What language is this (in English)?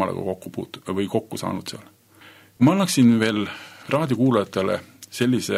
Estonian